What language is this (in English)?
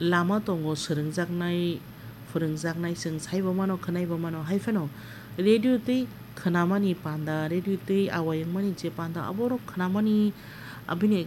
Kok Borok